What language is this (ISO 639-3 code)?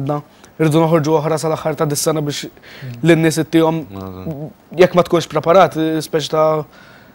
mlt